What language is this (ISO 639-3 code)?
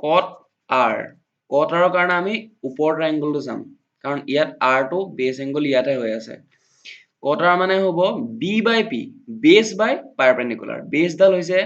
asm